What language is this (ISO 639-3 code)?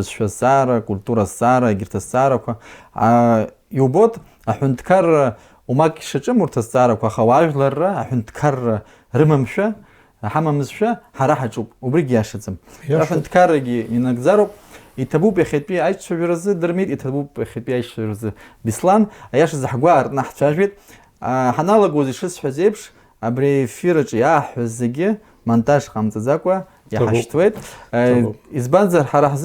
abk